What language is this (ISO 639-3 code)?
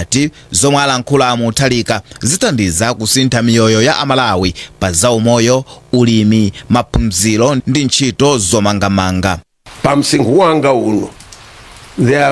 nya